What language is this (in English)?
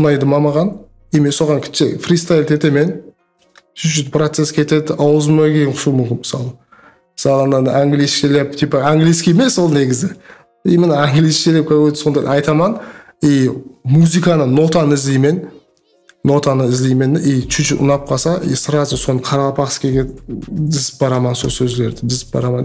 Kara-Kalpak